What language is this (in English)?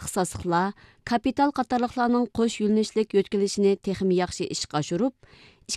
Uyghur